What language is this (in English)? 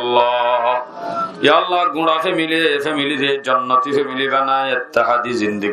Rohingya